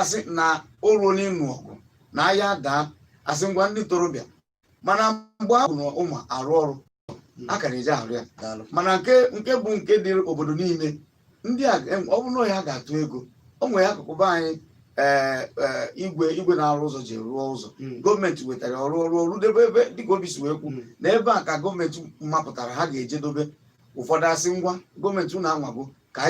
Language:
Igbo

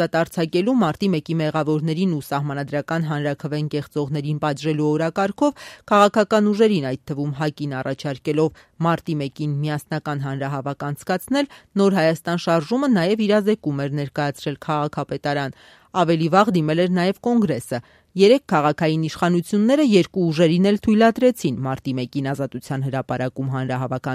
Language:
Armenian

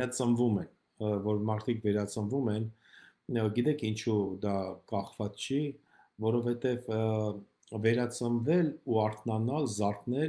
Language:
Armenian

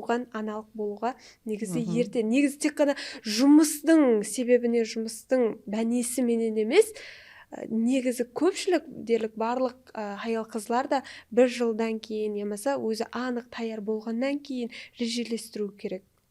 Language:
Kara-Kalpak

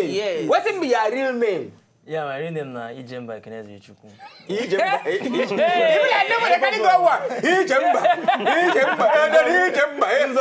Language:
Nigerian Pidgin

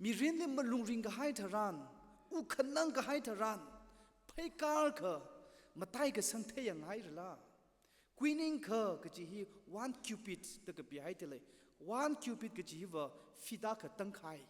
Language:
Tangkhul Naga (India)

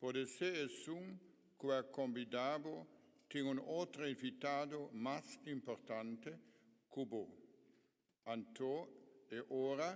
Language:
Papiamento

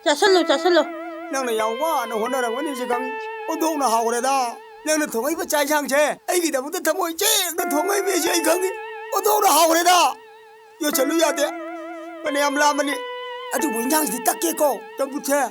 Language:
Manipuri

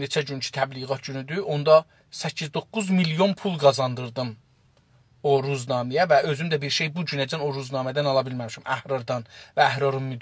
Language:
South Azerbaijani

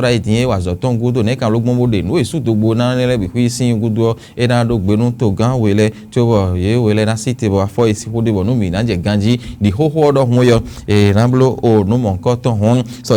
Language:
Fon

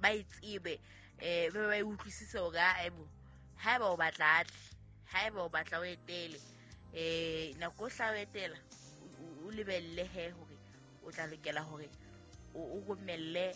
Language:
Southern Sotho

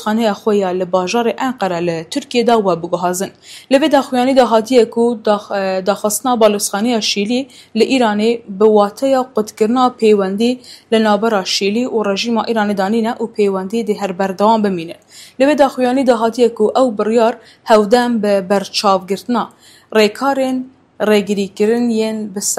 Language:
Kurdish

